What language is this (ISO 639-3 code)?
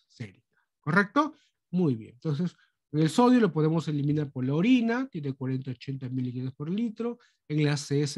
spa